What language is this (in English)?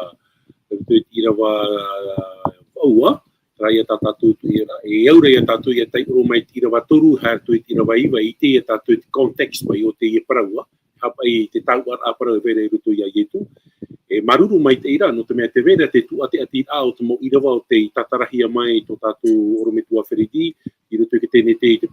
Tahitian